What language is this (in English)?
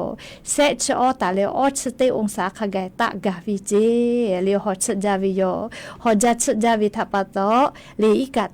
Lahu